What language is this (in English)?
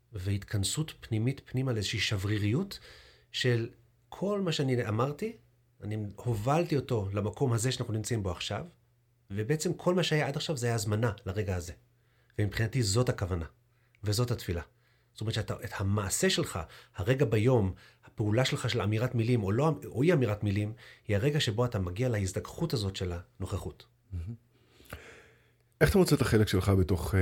Hebrew